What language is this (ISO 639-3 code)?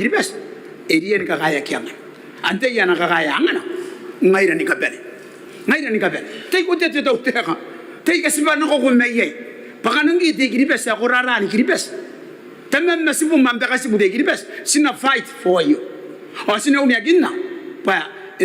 gil